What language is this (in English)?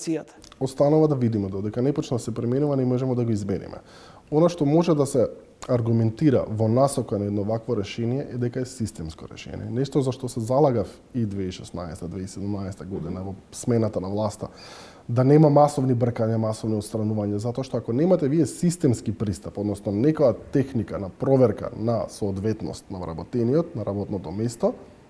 Macedonian